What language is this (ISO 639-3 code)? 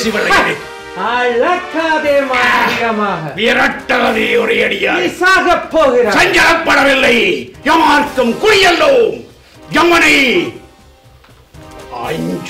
tam